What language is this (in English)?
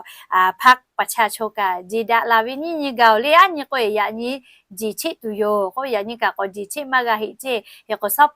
Lahu